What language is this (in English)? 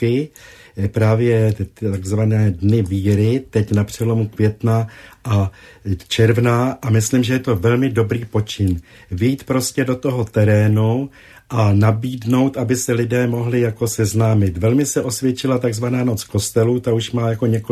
Czech